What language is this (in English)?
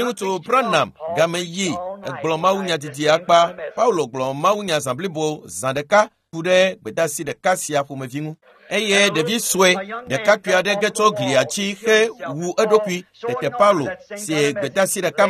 Ewe